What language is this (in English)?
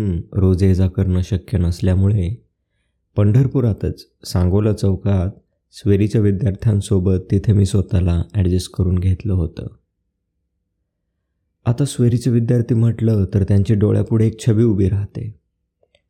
Marathi